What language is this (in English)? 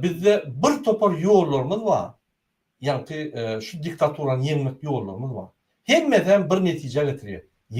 Turkmen